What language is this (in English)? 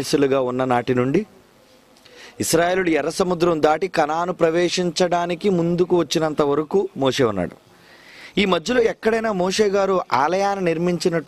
Telugu